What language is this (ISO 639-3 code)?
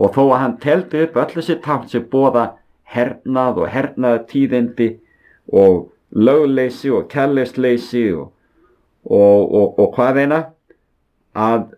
isl